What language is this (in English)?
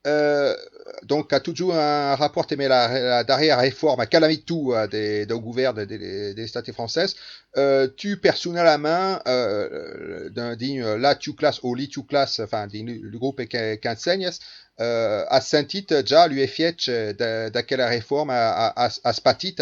Occitan